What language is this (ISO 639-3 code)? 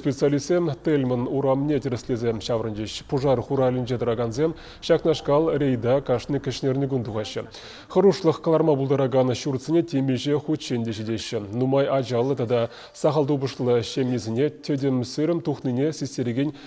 chv